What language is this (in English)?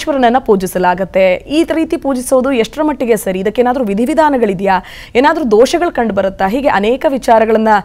Kannada